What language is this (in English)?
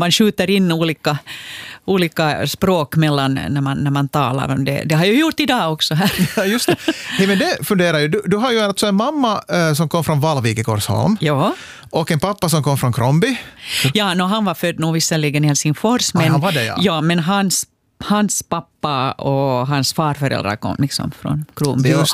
Swedish